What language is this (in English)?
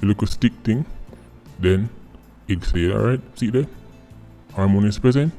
Jamaican Creole English